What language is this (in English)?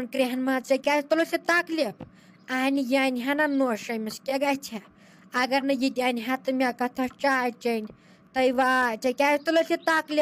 Kashmiri